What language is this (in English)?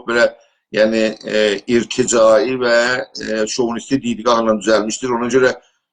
South Azerbaijani